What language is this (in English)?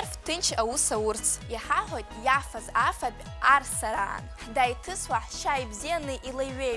Abkhazian